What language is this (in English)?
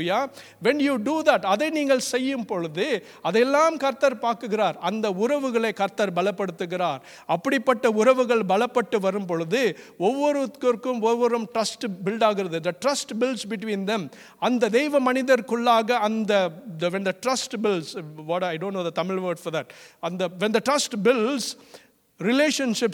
Tamil